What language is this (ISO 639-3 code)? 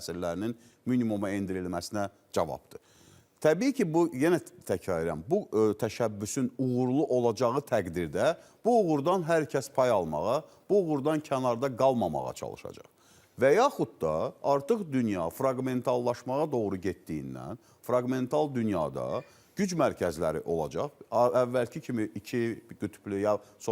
aze